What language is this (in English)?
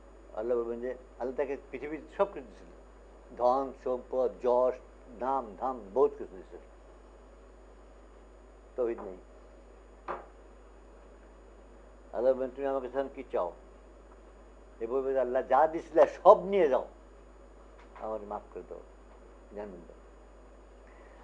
Bangla